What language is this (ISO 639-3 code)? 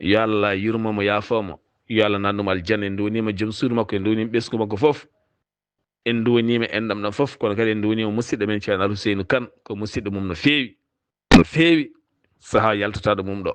ful